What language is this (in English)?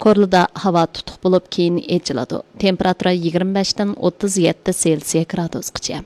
Uyghur